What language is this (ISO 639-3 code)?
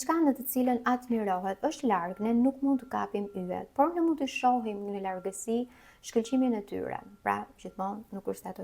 sqi